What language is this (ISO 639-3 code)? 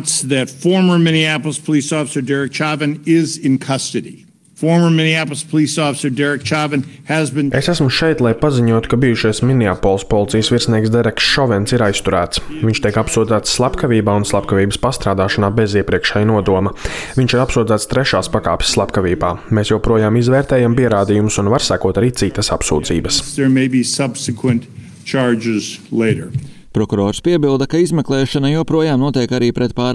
lav